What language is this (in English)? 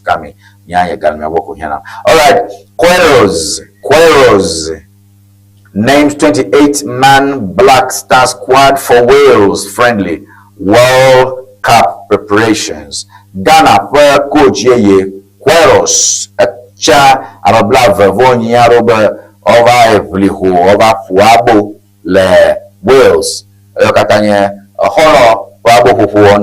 Ewe